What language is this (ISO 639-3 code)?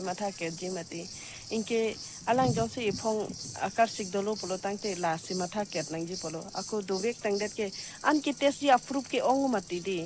mjw